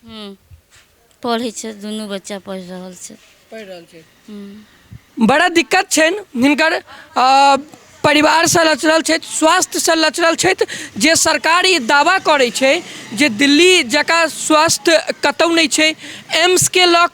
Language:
Maithili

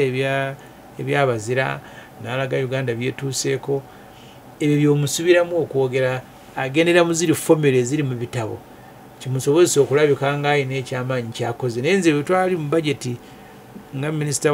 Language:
Ganda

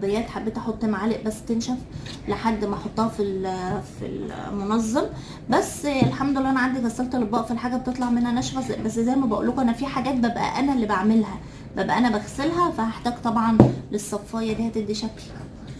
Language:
Egyptian Arabic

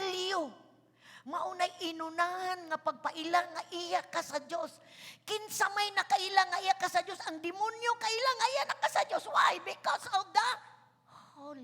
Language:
Cebuano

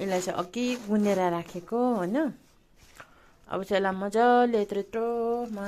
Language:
Nepali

